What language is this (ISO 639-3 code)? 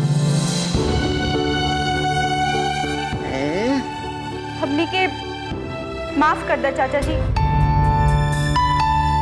bho